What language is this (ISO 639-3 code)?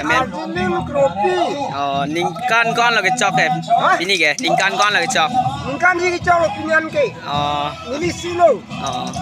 mjw